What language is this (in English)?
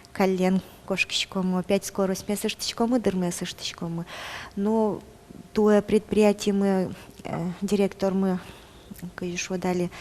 Udmurt